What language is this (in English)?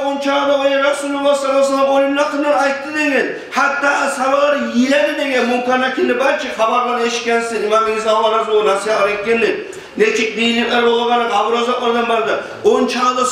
Kumyk